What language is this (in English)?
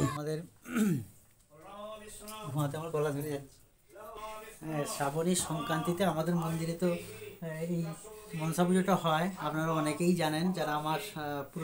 Bangla